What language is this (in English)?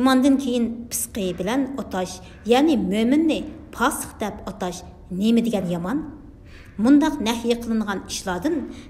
Uyghur